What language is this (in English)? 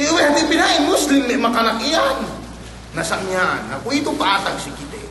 Yakan